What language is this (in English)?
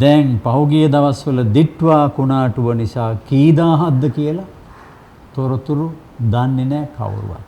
Sinhala